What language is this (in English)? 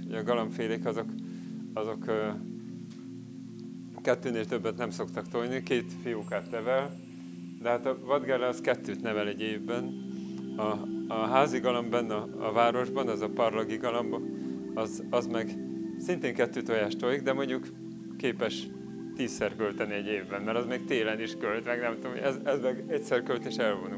Hungarian